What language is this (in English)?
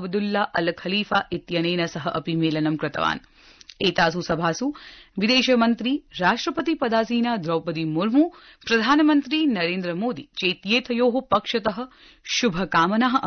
Sanskrit